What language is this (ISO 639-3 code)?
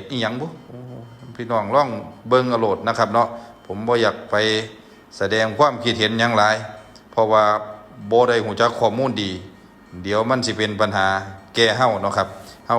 lao